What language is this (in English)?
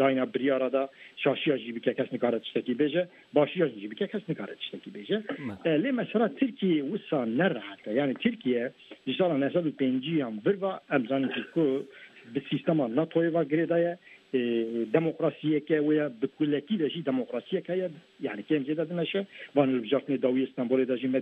Kurdish